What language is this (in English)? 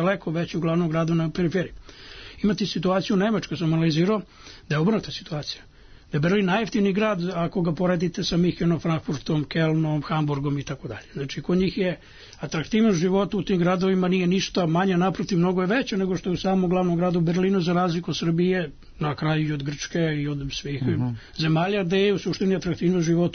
Serbian